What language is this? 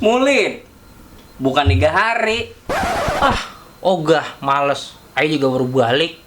Betawi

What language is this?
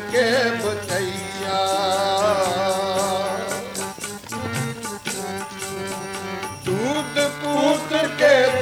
Punjabi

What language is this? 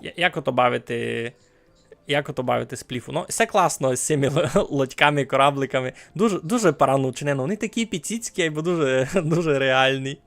Rusyn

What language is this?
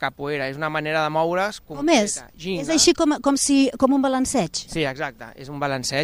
Catalan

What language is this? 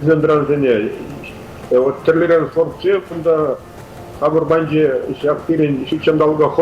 Chuvash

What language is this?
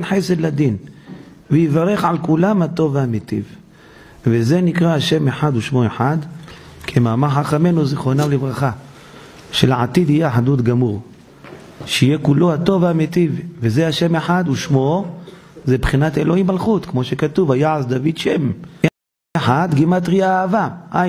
Hebrew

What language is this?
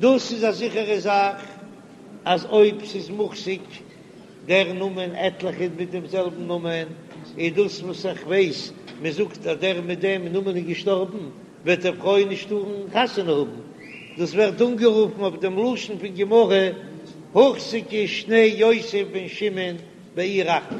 Yiddish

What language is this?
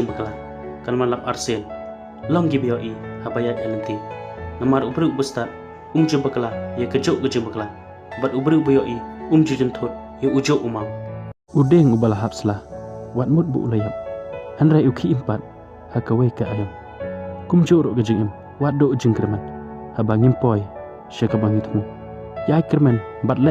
Khasi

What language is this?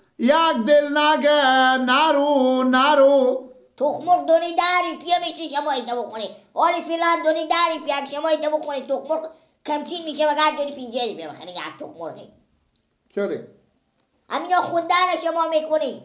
Persian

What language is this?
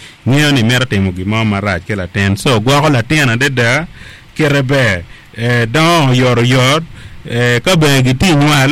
Acoli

